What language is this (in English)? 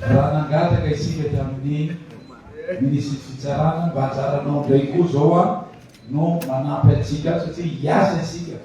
Malagasy